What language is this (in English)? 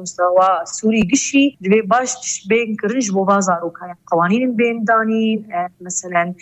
Kurdish